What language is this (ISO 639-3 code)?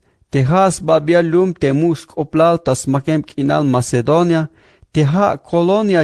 tzh